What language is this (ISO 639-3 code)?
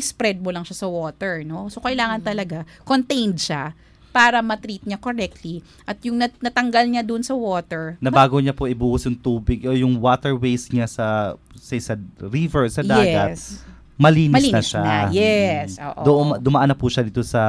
fil